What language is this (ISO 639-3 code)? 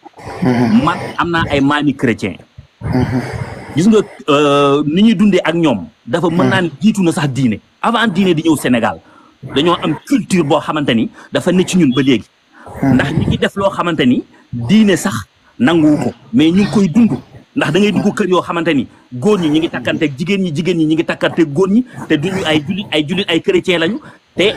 wol